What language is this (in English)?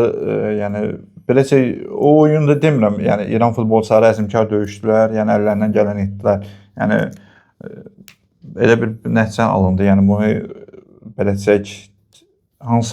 Azerbaijani